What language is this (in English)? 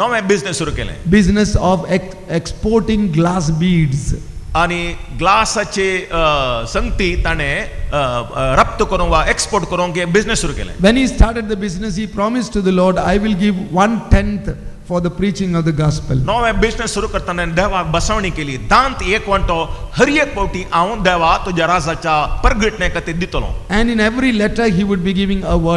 Konkani